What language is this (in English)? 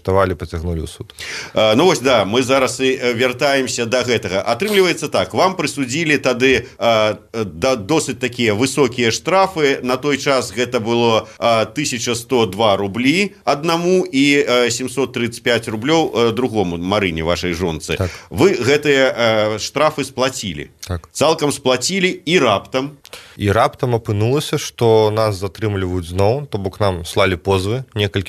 Belarusian